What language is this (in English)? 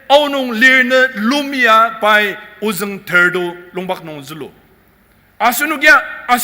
Ao Naga